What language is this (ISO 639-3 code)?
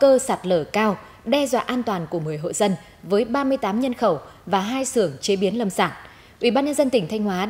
vie